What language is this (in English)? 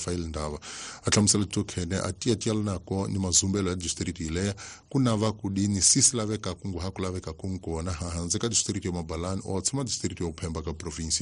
Tsonga